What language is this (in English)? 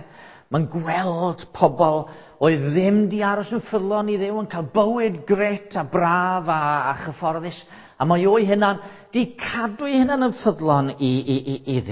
Welsh